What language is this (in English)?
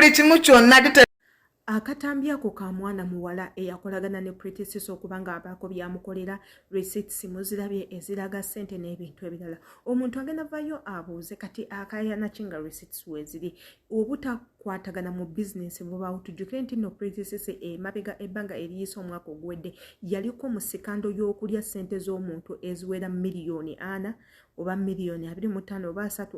Ganda